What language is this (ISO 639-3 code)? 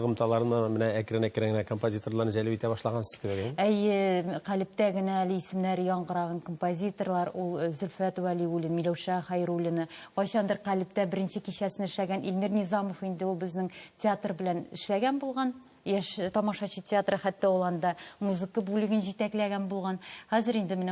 tat